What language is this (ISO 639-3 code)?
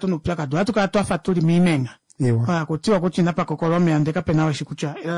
kua